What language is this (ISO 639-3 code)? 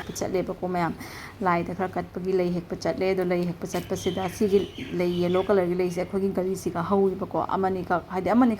mni